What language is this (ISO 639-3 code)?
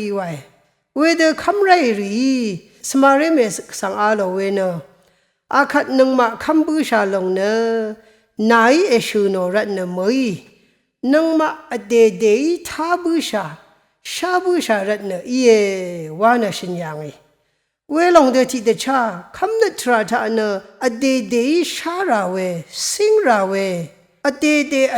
raw